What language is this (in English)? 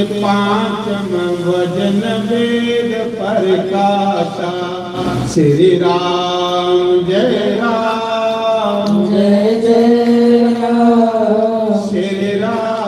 Dogri